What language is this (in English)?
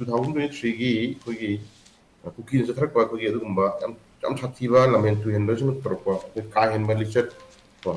Manipuri